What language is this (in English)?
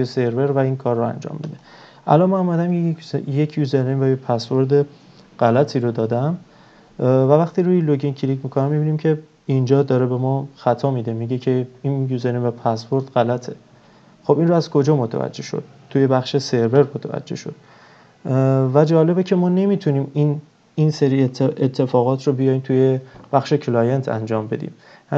Persian